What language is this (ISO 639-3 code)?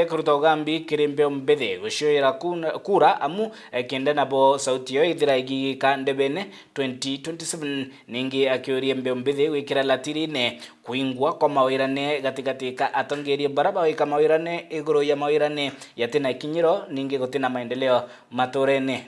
mer